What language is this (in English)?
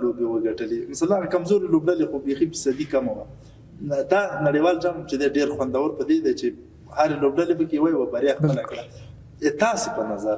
Pashto